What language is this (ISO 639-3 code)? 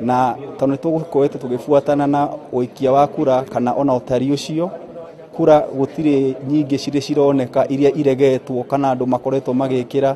kik